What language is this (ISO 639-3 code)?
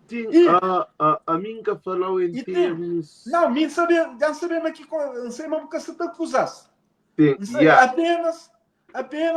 kea